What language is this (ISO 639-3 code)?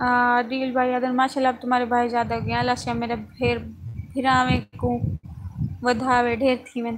skr